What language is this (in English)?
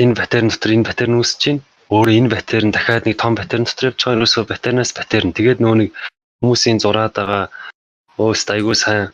Mongolian